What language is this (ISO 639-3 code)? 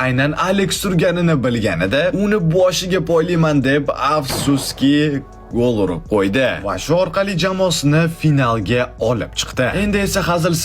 uzb